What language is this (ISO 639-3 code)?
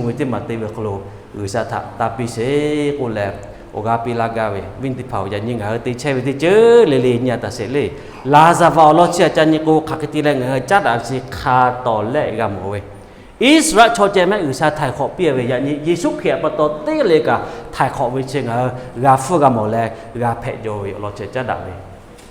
lhu